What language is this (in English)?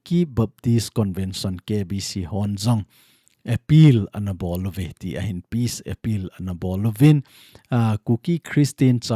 Thado Chin